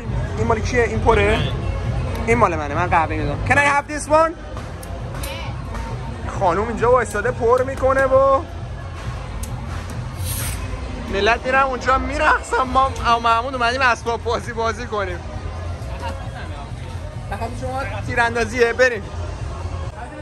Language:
Persian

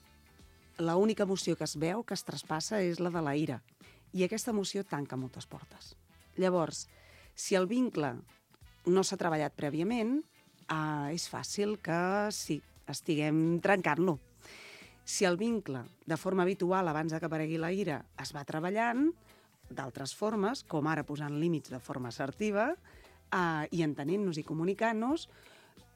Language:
Catalan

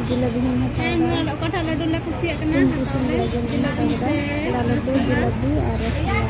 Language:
Santali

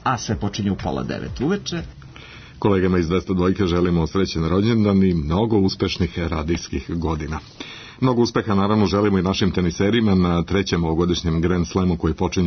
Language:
Serbian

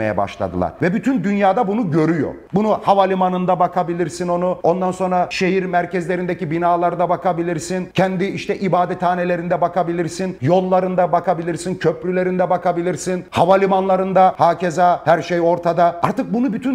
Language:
Turkish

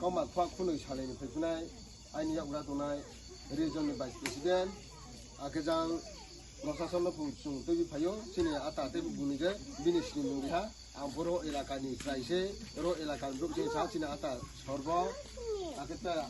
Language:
Riang (India)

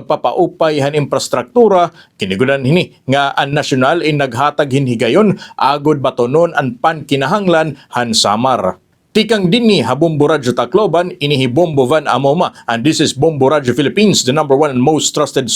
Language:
Waray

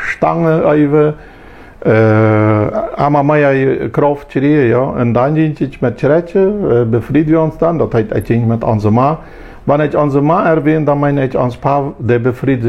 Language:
Plautdietsch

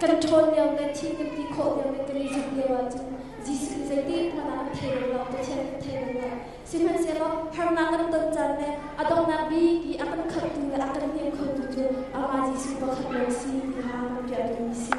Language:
Hakha Chin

